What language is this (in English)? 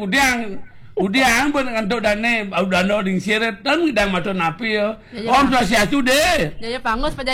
Balinese